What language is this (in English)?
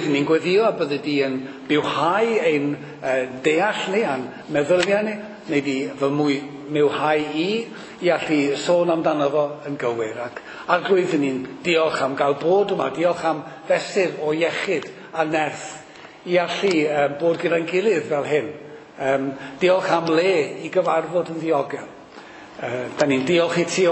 Welsh